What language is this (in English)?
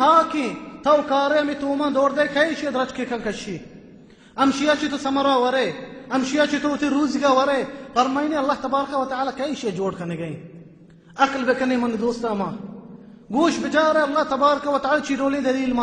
Baluchi